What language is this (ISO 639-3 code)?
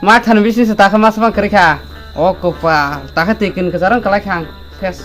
trp